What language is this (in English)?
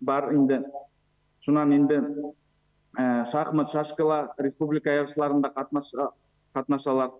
Bashkir